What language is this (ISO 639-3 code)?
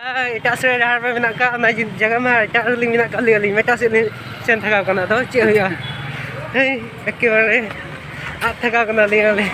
sat